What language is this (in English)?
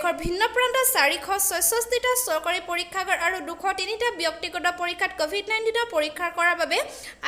Assamese